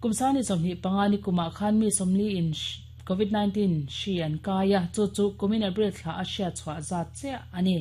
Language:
Mizo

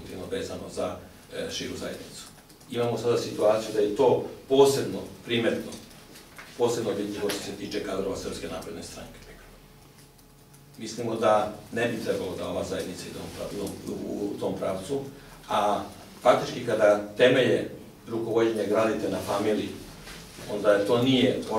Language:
Serbian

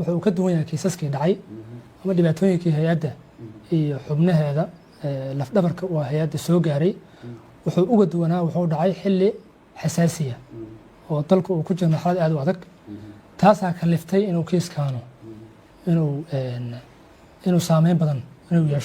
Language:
Somali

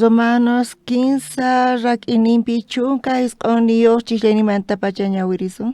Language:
South Bolivian Quechua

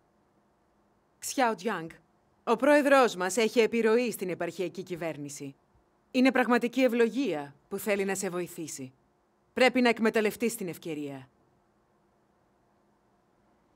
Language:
Greek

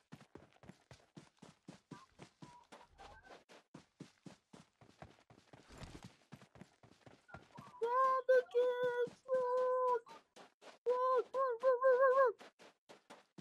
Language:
English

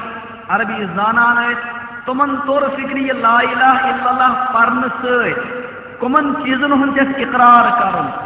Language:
Kashmiri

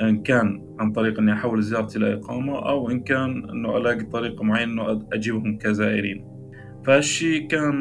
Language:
North Levantine Arabic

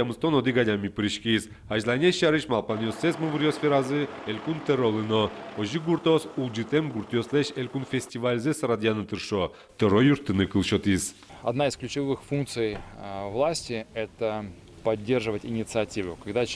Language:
Udmurt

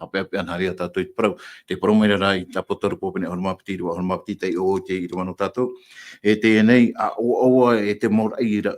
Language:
Tahitian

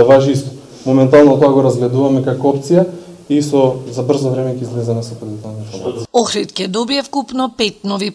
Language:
Macedonian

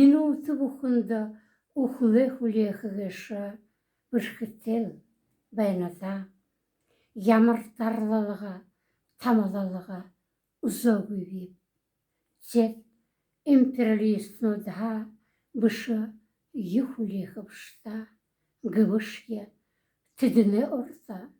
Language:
Buriat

